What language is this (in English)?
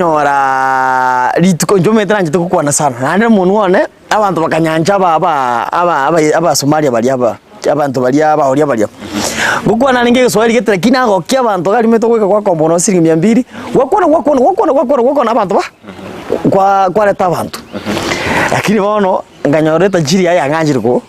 Gusii